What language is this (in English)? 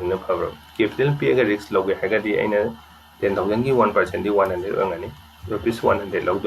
Manipuri